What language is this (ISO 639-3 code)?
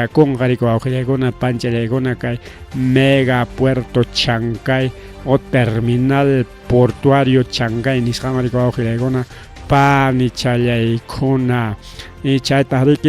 quy